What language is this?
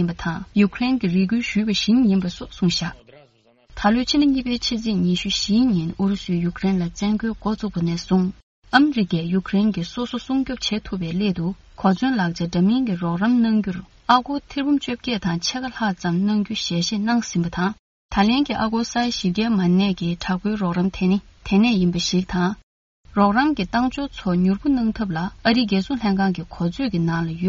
Tibetan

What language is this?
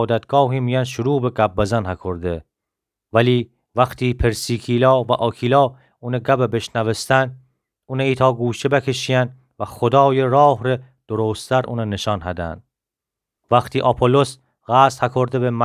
Gilaki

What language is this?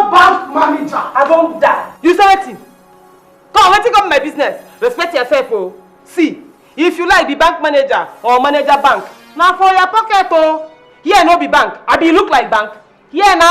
Nigerian Pidgin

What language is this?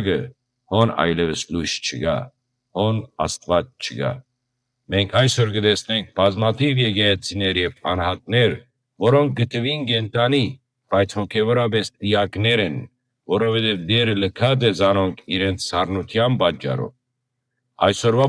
Western Armenian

